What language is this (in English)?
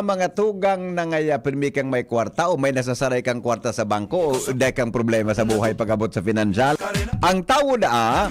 Bikol